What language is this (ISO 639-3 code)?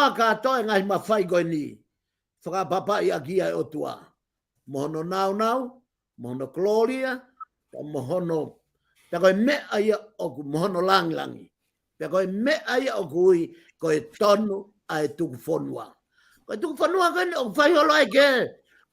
ton